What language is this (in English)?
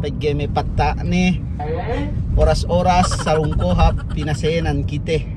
Yakan